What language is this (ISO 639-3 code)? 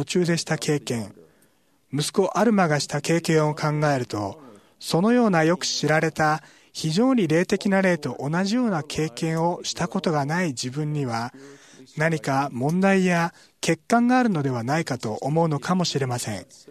jpn